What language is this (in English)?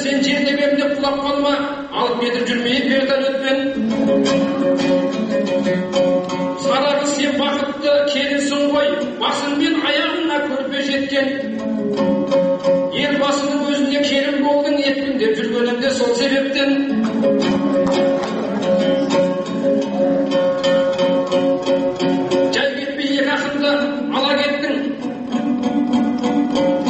Kazakh